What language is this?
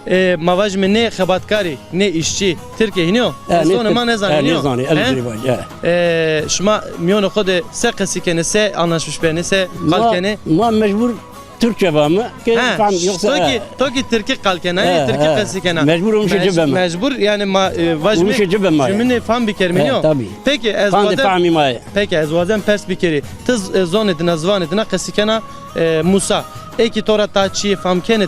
Zaza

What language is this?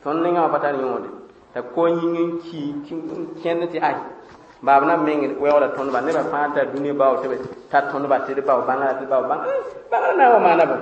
Mossi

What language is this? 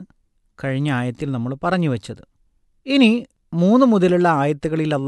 Malayalam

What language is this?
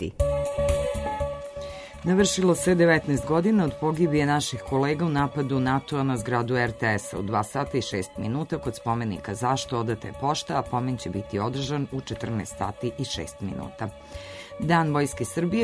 Serbian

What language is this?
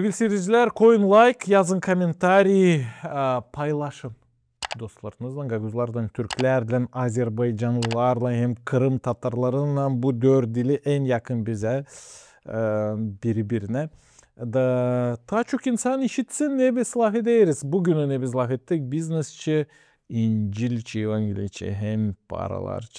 Gagauz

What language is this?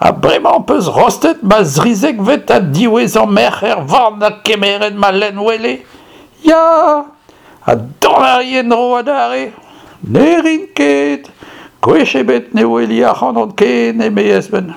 Breton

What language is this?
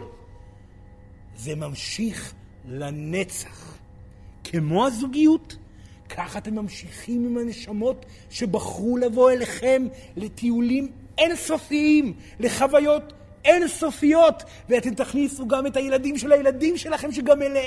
Hebrew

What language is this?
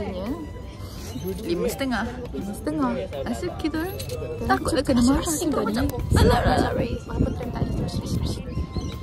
Malay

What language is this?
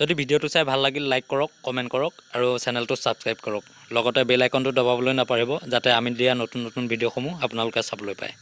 Assamese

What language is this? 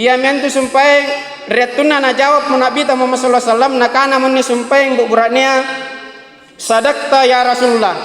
Makasar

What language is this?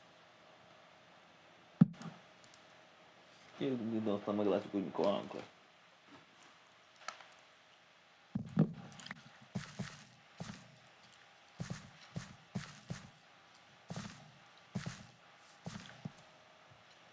Hungarian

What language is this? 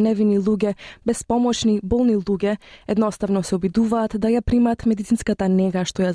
Macedonian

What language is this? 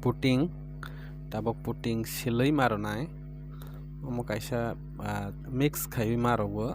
Kok Borok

